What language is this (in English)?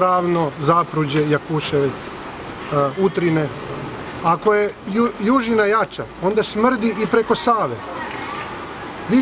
Croatian